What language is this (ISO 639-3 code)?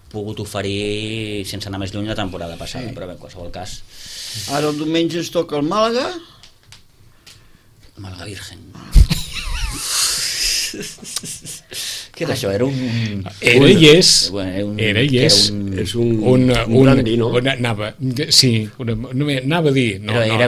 cat